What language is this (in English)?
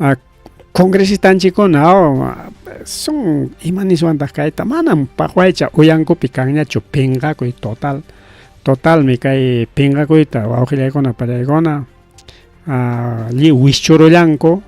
Ayacucho Quechua